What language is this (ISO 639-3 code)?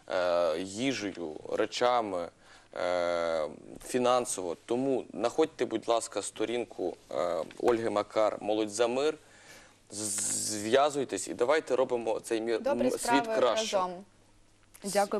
ukr